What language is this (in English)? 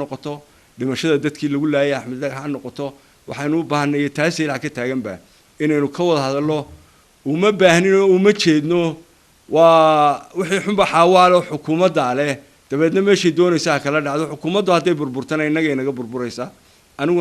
Somali